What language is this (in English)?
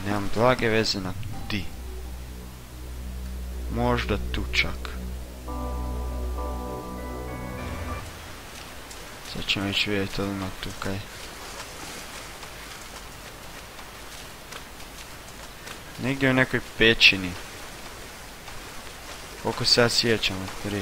Croatian